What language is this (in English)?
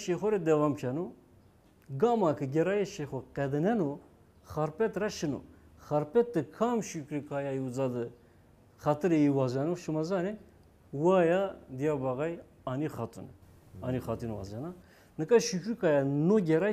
Zaza